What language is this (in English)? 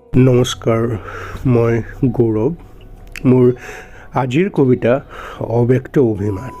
Assamese